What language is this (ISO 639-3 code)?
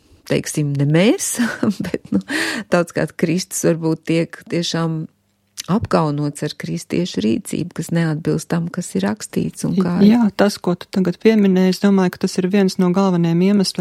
lav